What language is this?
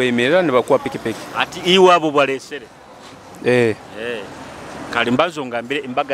Nyoro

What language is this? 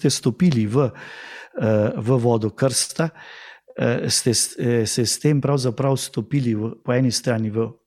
Slovenian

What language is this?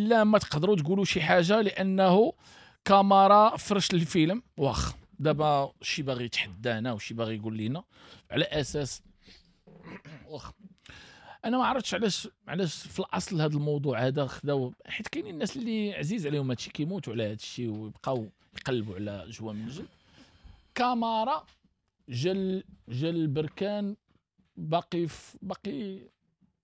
Moroccan Arabic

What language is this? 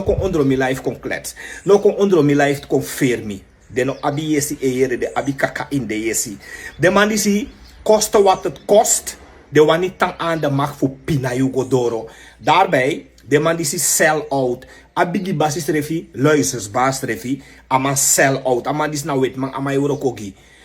Sranan Tongo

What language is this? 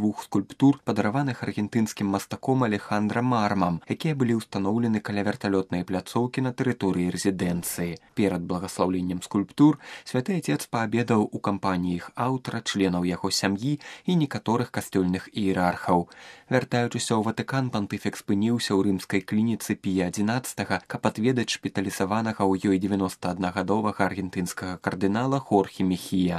Belarusian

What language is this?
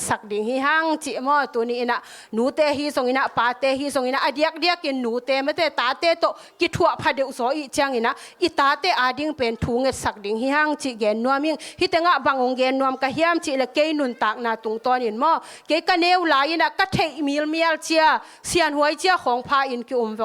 Tedim Chin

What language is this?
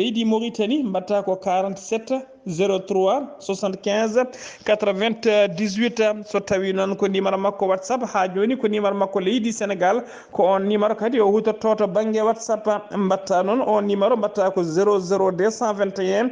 Fula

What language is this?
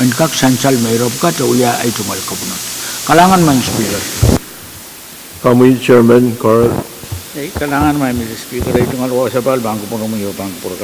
Pohnpeian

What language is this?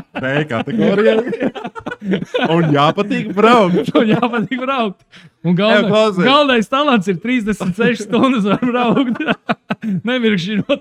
Latvian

